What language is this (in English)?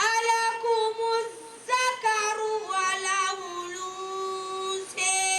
Fula